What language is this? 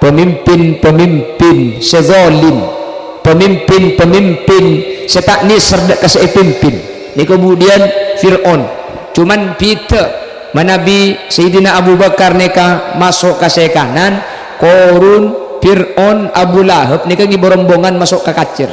Madurese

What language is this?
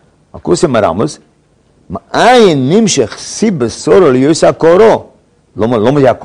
Hebrew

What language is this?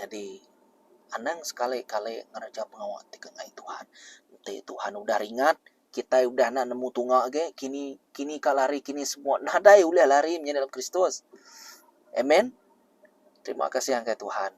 Iban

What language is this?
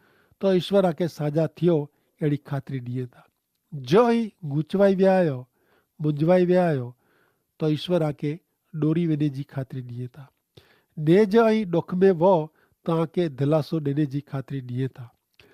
Kachhi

